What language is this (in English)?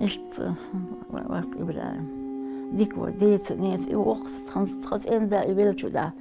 Ingush